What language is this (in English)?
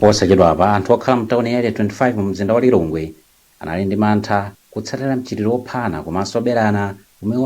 Nyanja